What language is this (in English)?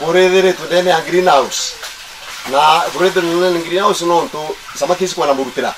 Meru